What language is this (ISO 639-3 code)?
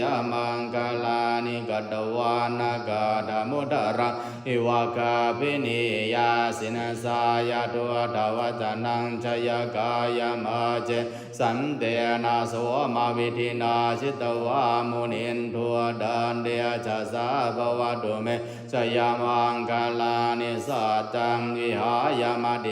pli